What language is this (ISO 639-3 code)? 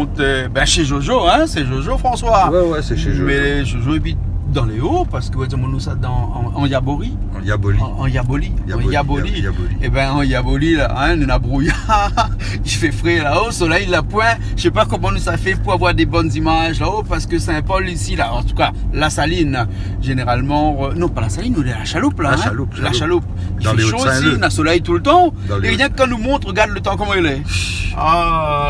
rcf